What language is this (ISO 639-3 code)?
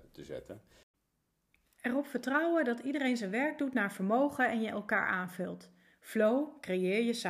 nld